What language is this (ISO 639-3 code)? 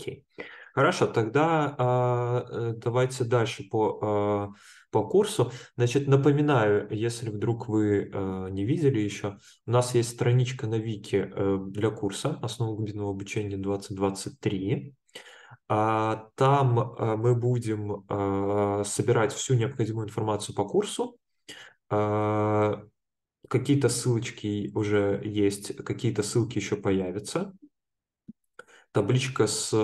rus